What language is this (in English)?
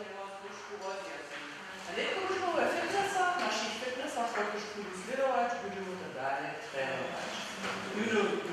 Upper Sorbian